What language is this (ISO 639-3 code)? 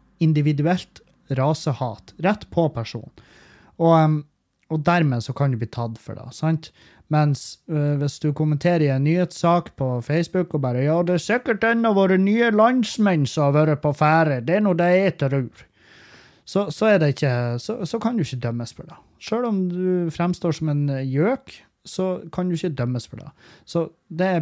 nor